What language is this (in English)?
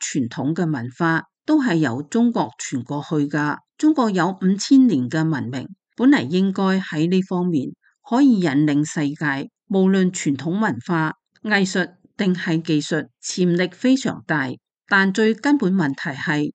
Cantonese